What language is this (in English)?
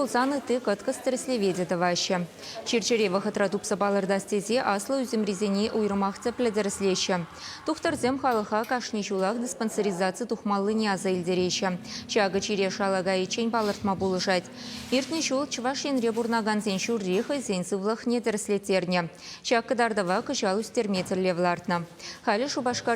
Chuvash